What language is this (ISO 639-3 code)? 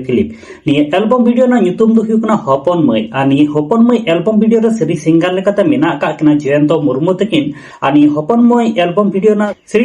sat